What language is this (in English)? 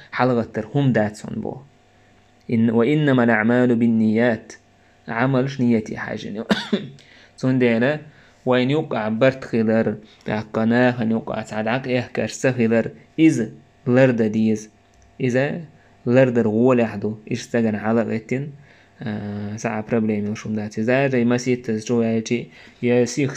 Chechen